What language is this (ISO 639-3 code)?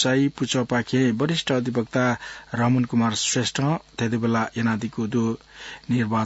new